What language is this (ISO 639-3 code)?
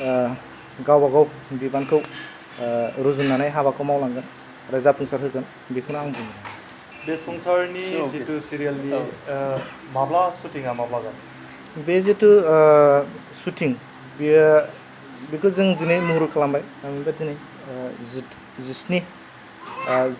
brx